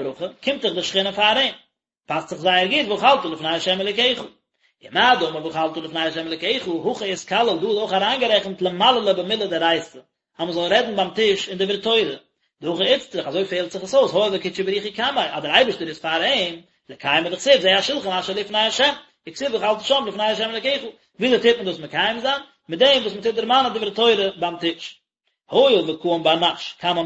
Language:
Yiddish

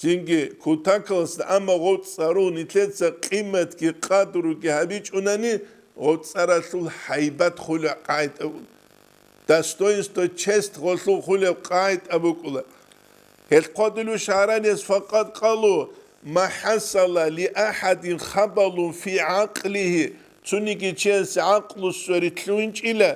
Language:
Avaric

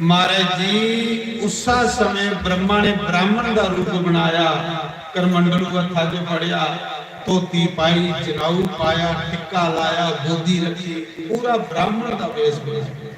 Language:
Dogri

